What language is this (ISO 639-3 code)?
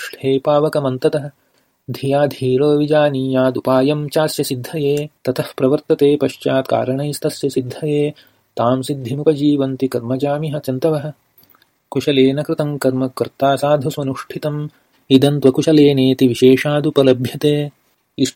san